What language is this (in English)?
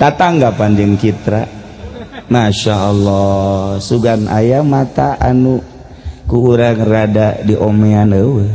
Sundanese